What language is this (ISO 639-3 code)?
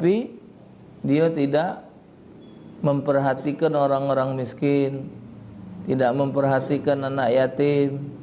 mui